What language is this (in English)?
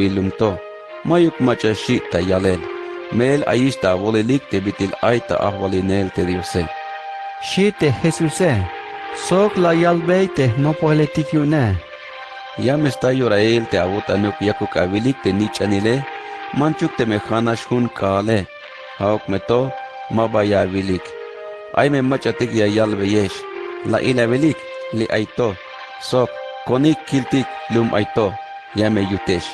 Tzeltal